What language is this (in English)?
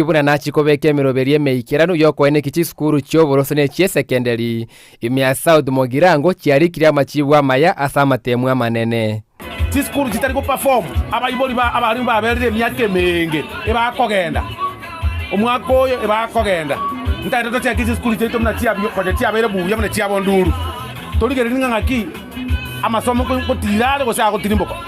Gusii